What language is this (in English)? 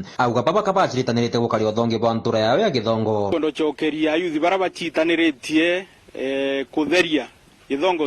Meru